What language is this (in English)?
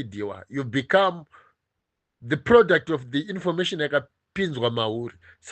Shona